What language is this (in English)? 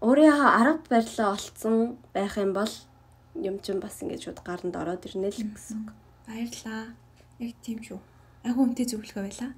Mongolian